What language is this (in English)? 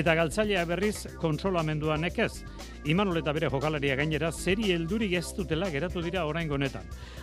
Basque